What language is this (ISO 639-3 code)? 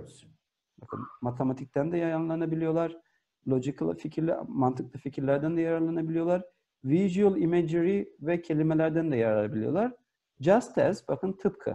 tur